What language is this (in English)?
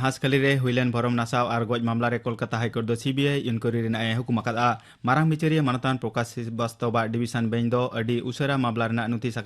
Santali